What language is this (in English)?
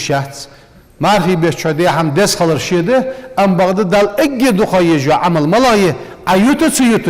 Ingush